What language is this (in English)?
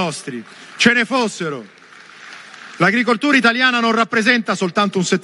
Italian